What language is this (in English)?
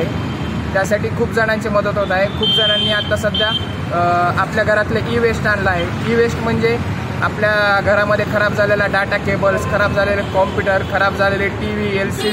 Marathi